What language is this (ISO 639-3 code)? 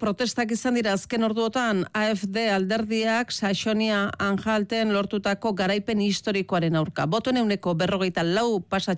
eus